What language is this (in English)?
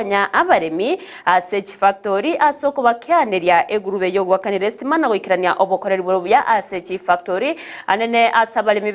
Gusii